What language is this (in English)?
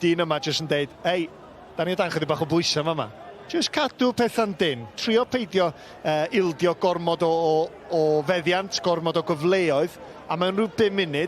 Welsh